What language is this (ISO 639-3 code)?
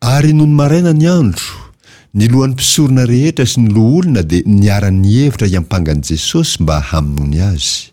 mlg